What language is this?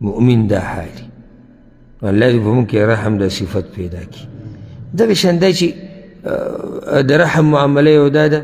Pashto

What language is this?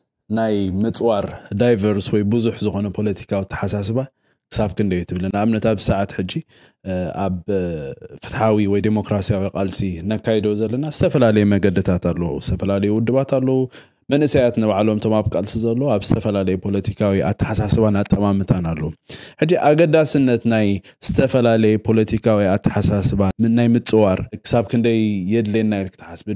Tigrinya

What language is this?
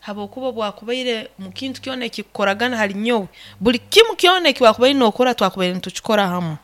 Nyoro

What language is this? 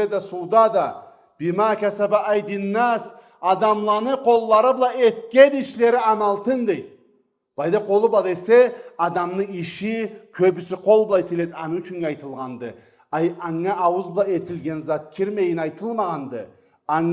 Karachay-Balkar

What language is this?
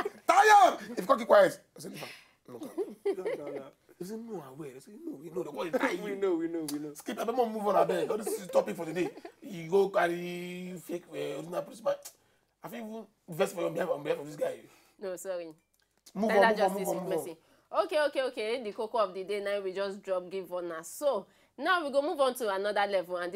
Nigerian Pidgin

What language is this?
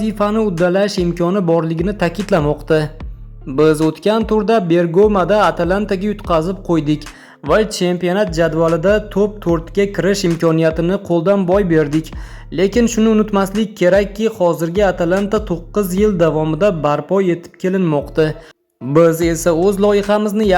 Uzbek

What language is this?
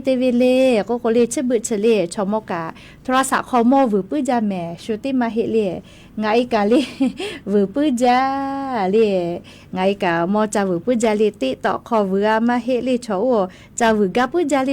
Lahu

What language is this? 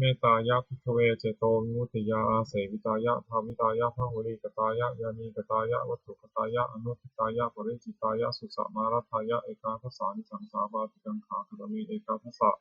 Pali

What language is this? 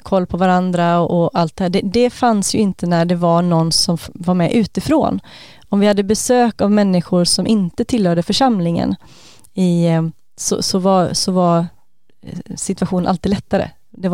Swedish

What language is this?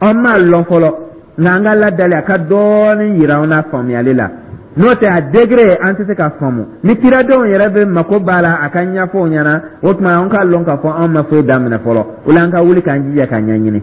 Dyula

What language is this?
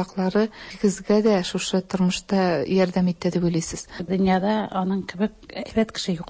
Tatar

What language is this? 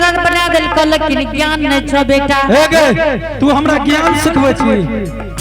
Angika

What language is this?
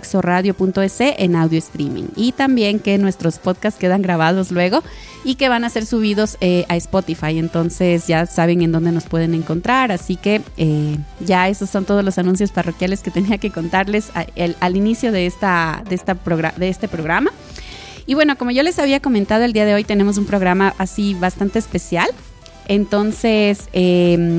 Spanish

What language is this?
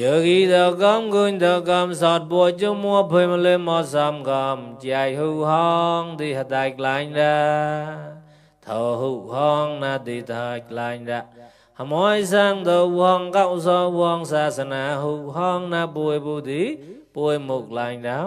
Mon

